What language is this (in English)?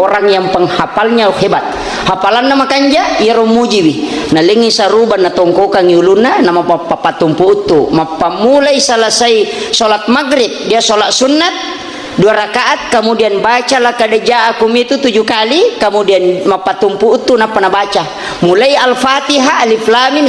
Buginese